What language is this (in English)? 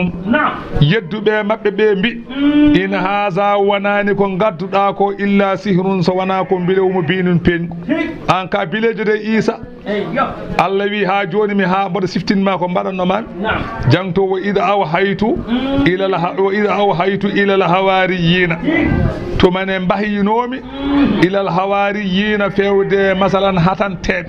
Fula